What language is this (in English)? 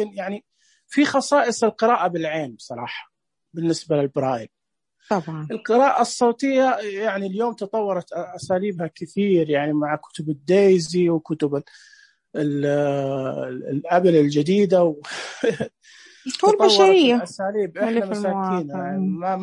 Najdi Arabic